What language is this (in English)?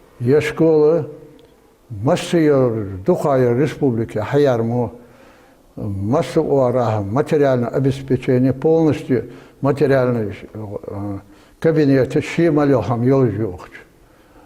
Ingush